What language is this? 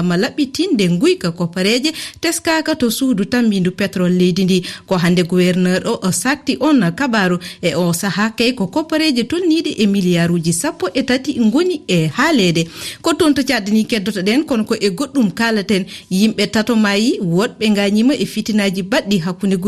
Fula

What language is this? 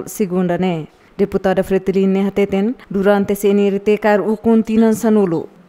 Tetum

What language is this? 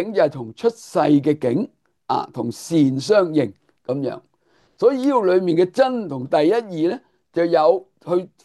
Cantonese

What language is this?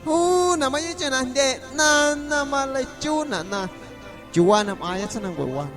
Guerrero Amuzgo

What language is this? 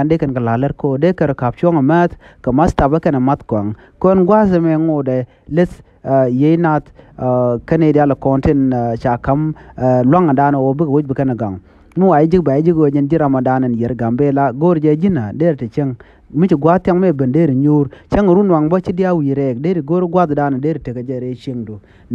Nuer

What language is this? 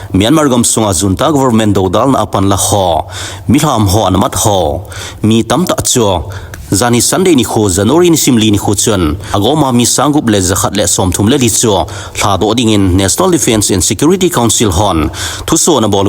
Thado Chin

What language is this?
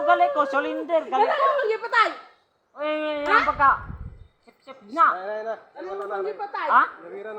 Cebuano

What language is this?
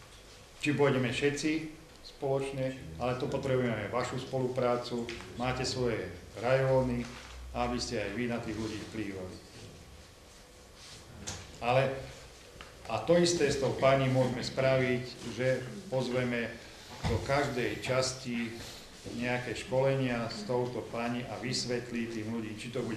Slovak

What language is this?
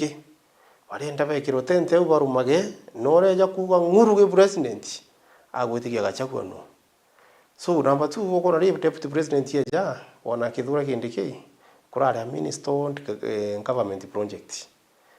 Meru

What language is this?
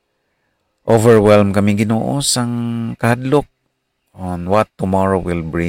Hiligaynon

